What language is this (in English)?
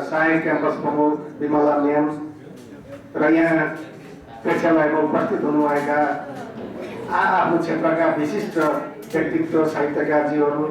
Nepali